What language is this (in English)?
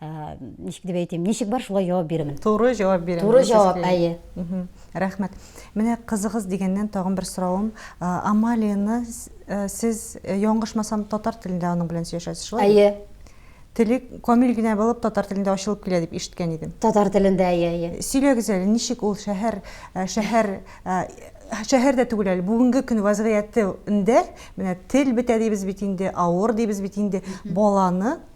Tatar